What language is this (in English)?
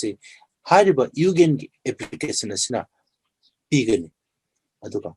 Manipuri